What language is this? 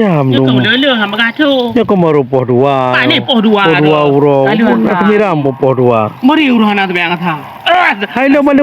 Achinese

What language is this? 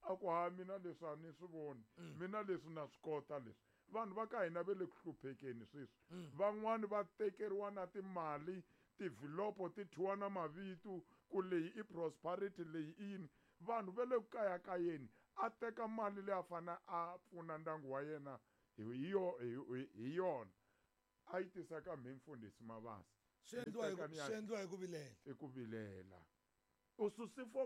Tsonga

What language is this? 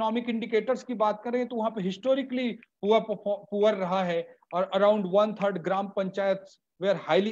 Hindi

